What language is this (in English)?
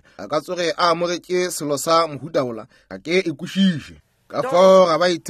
Northern Sotho